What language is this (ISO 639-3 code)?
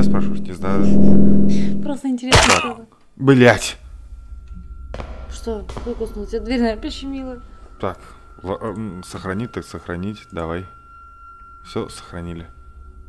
rus